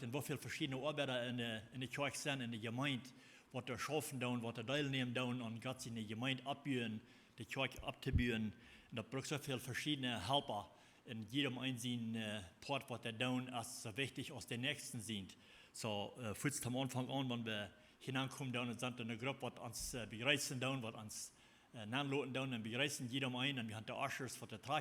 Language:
Plautdietsch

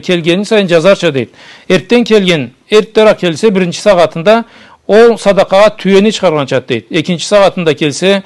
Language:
Karachay-Balkar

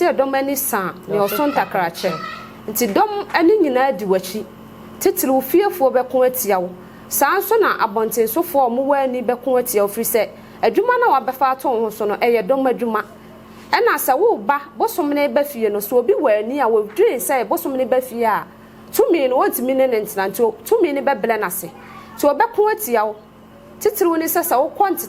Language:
Akan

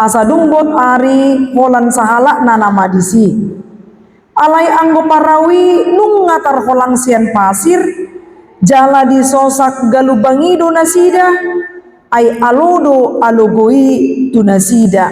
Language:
Batak Toba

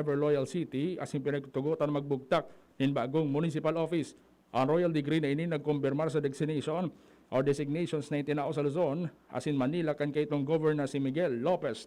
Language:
Bikol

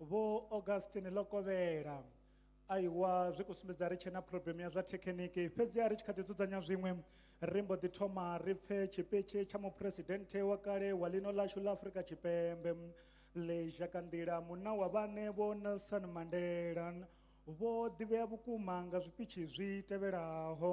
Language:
Venda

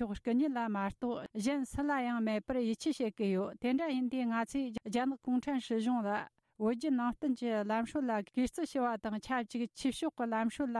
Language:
Tibetan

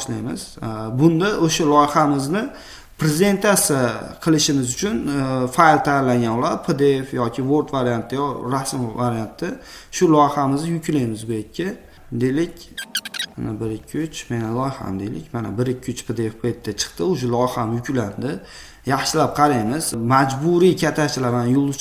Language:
Uzbek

